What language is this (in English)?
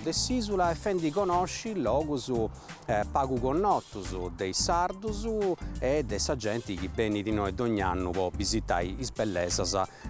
Sardinian